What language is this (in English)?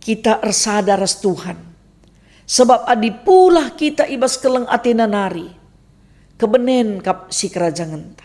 Batak Karo